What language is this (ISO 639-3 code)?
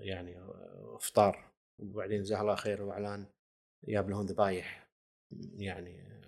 afb